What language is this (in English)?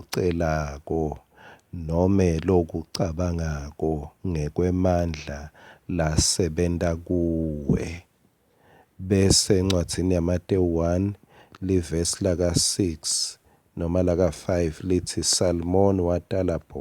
Swati